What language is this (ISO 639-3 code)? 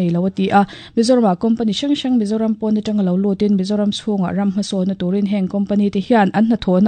lus